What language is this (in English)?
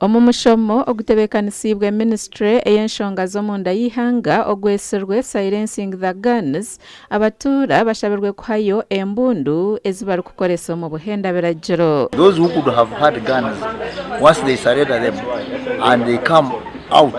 Nyankole